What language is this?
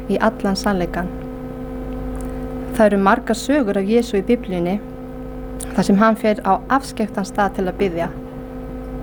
Icelandic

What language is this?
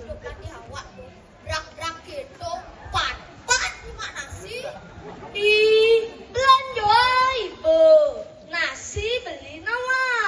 Balinese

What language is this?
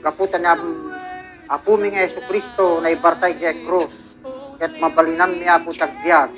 Iloko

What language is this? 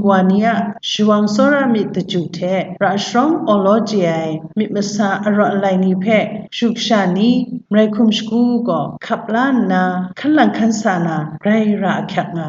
Kachin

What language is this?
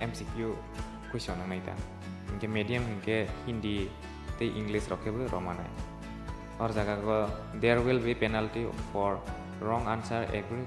Kok Borok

